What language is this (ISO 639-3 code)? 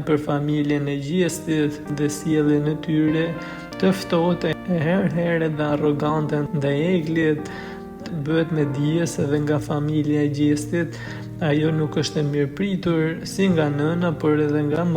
sqi